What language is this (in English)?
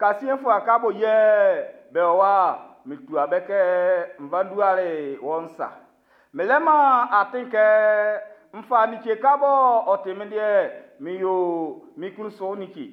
Baoulé